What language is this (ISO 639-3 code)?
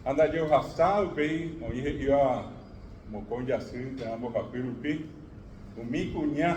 grn